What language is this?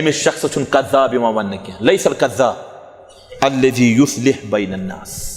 Kashmiri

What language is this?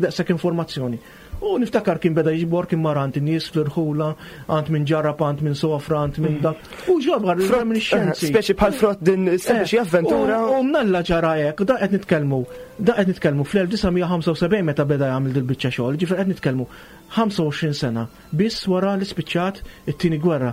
Maltese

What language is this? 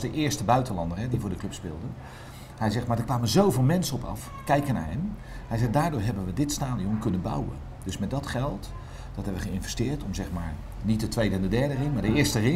Dutch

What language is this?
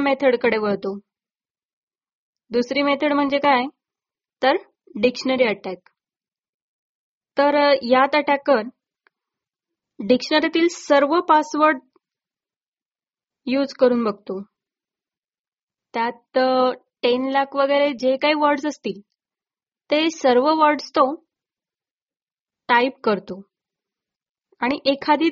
Marathi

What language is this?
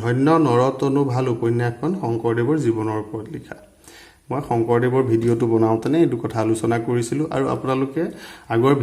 Assamese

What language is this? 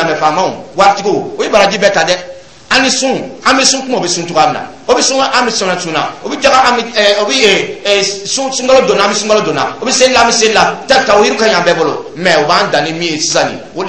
Dyula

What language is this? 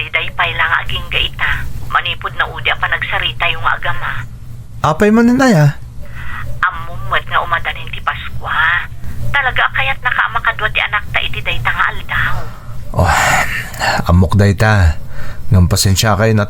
Iloko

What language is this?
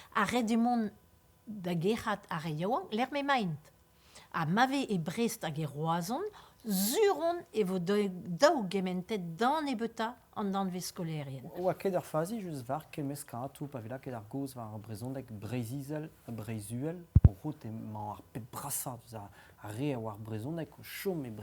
Breton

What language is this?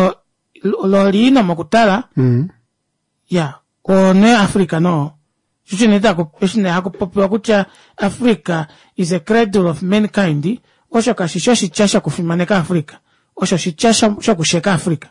Kuanyama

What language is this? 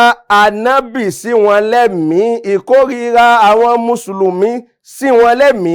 Yoruba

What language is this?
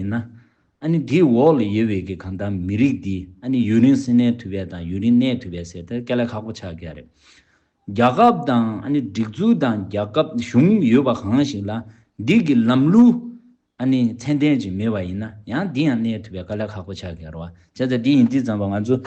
Tibetan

